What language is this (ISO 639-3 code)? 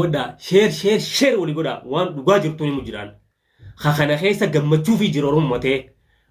orm